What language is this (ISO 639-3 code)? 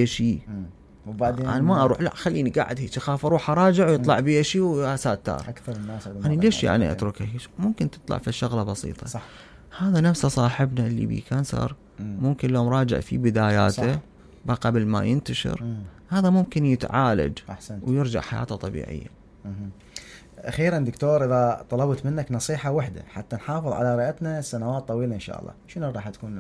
acm